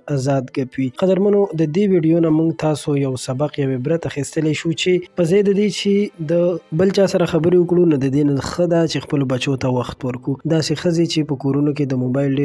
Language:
Pashto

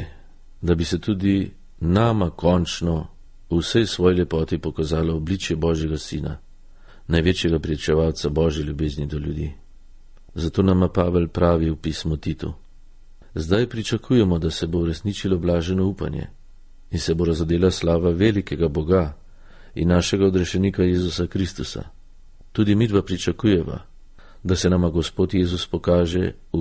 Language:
Slovenian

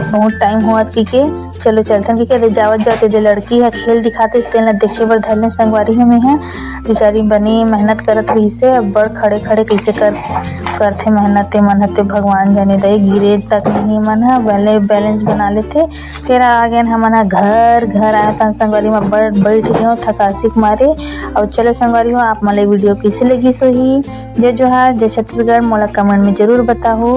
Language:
Chhattisgarhi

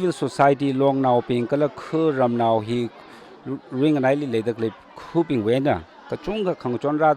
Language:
Tangkhul Naga (India)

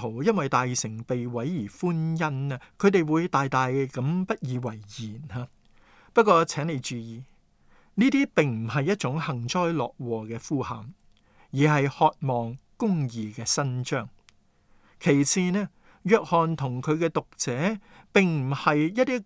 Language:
Cantonese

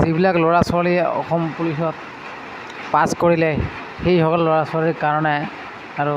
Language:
Assamese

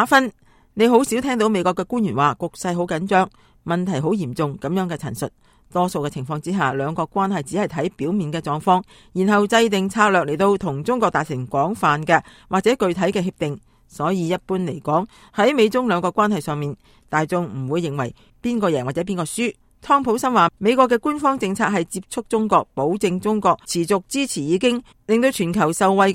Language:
Cantonese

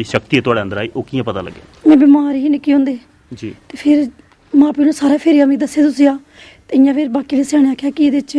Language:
Dogri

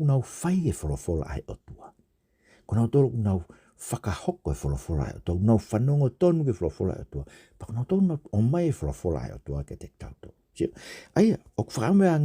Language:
Tongan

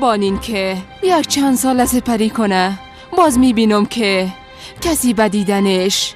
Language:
Persian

